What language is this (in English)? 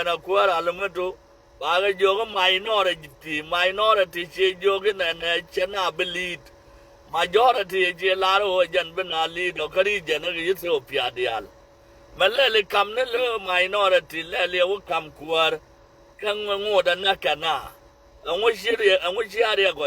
Nuer